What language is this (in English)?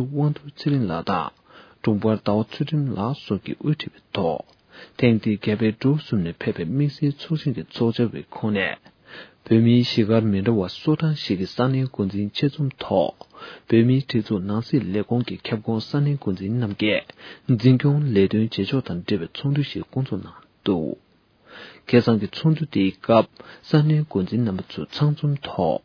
Tibetan